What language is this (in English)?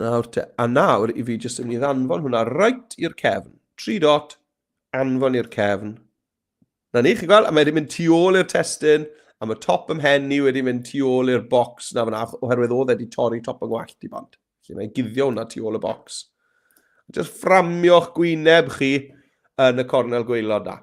Welsh